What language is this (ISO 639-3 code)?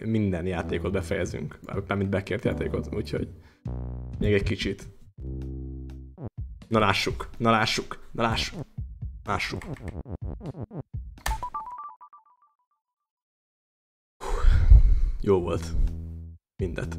hun